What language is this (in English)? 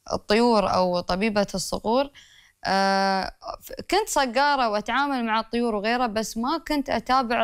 Gulf Arabic